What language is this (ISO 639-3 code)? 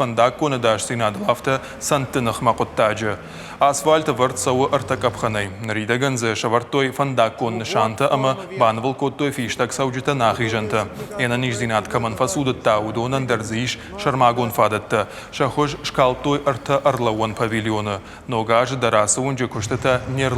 oss